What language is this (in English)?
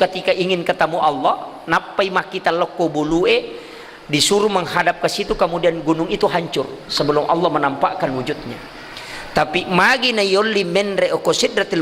Buginese